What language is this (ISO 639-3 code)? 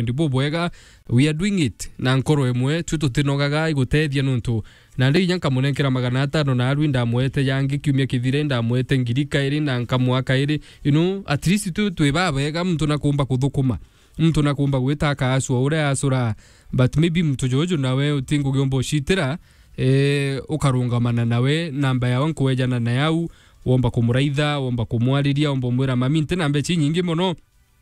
mer